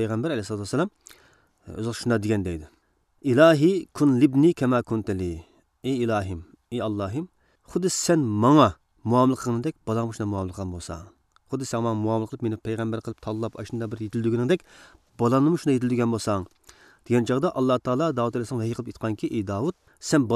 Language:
Uyghur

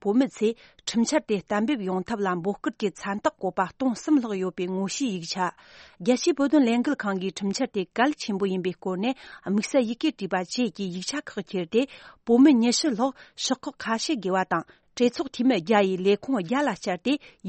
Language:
Tibetan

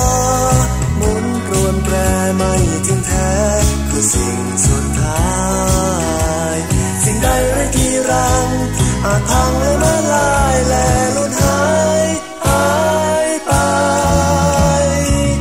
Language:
Thai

